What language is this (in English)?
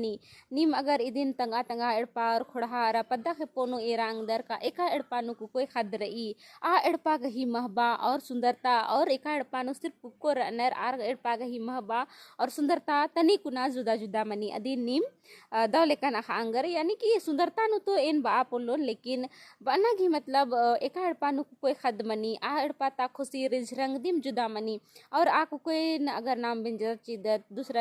Kurukh